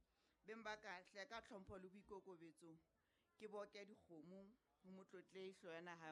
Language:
Southern Sotho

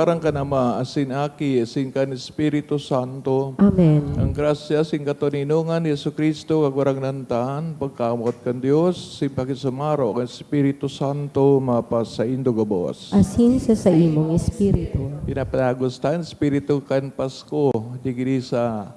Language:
Bikol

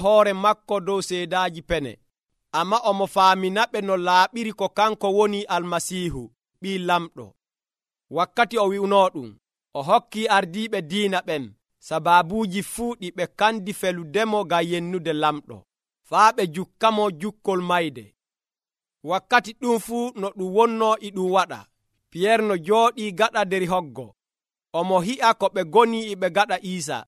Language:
Nigerian Fulfulde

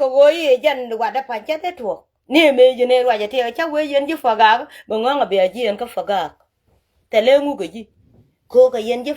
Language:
Nuer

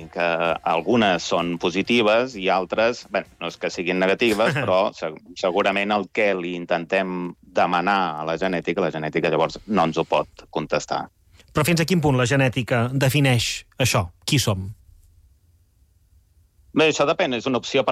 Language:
Catalan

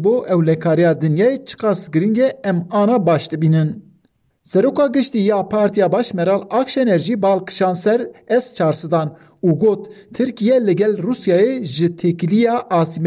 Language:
Kurdish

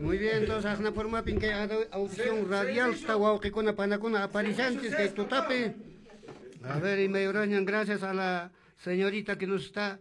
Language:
Quechua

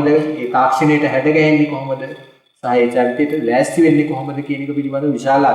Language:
Sinhala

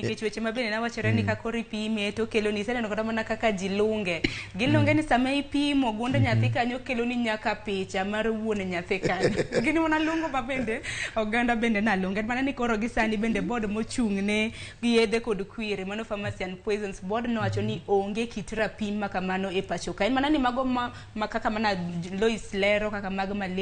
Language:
Luo (Kenya and Tanzania)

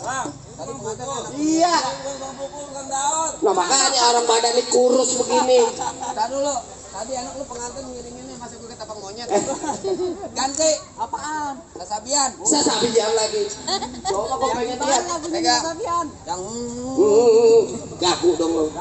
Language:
Betawi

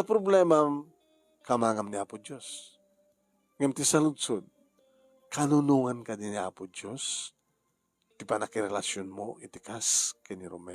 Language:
Iloko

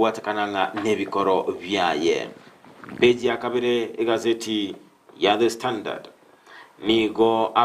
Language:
Gusii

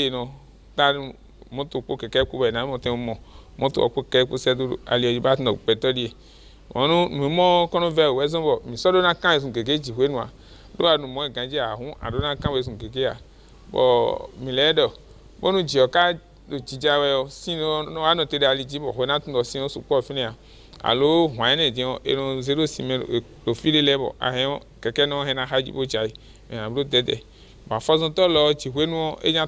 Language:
Fon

